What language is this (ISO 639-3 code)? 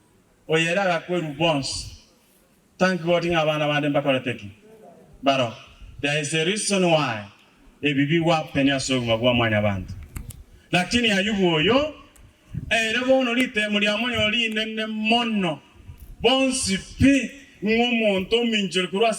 guz